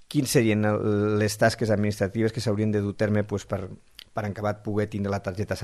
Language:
Catalan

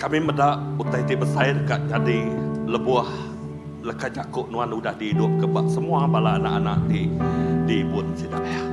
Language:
Iban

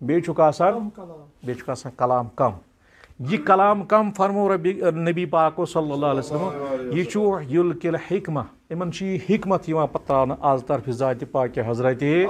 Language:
Kashmiri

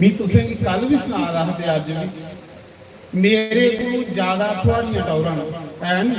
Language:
Dogri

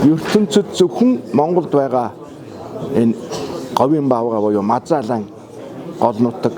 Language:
Mongolian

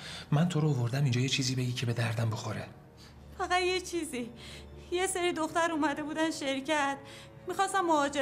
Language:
Persian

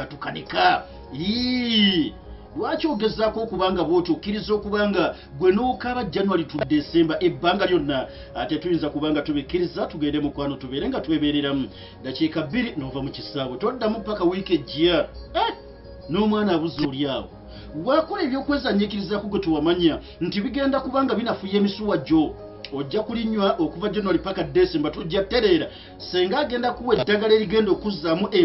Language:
Ganda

